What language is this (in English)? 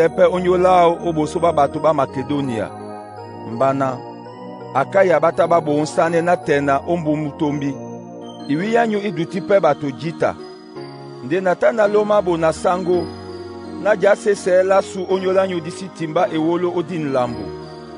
Duala